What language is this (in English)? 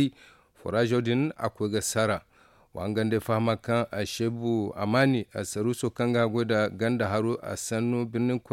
Zarma